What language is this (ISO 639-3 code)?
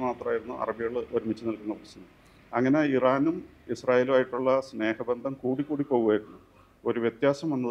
mal